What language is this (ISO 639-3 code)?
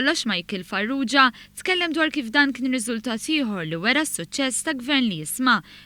mlt